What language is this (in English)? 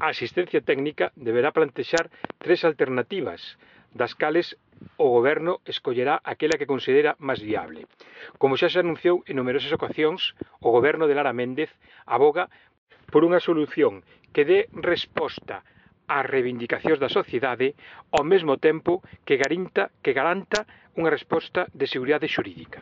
Galician